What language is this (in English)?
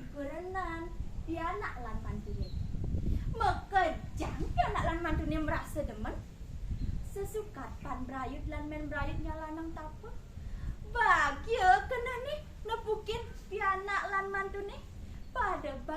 Balinese